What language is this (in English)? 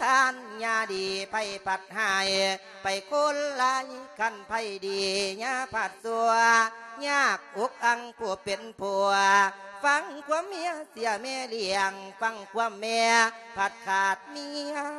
Lao